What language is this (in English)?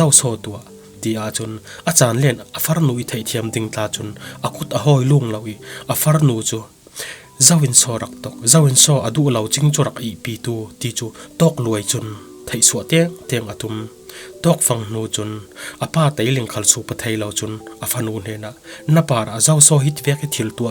Falam Chin